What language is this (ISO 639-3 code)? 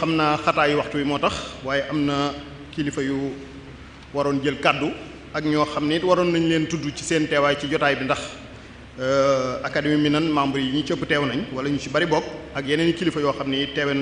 wol